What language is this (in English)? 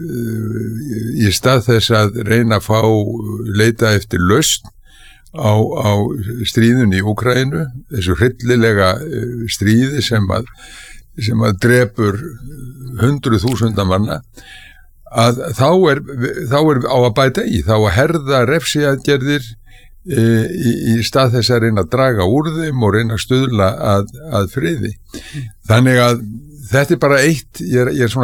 Icelandic